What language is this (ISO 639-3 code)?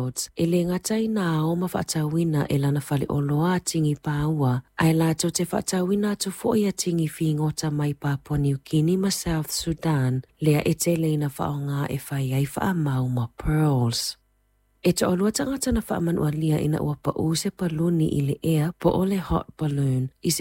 smo